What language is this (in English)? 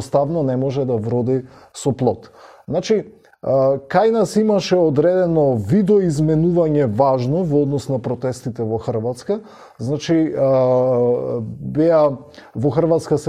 Macedonian